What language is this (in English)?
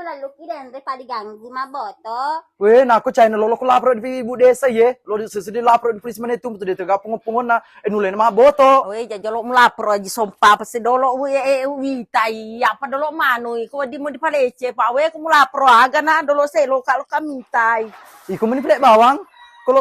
Buginese